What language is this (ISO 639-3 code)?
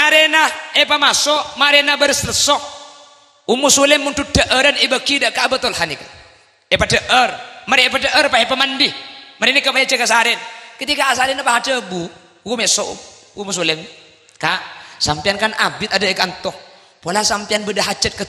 mad